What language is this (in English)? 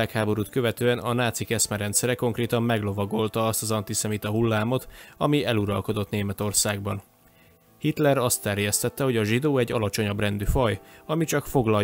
Hungarian